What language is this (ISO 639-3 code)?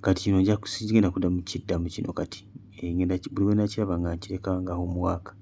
lug